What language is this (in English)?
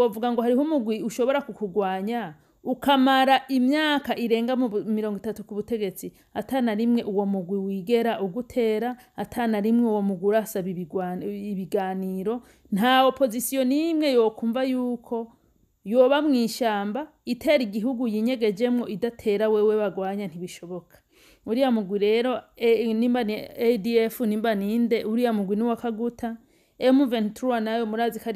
Rundi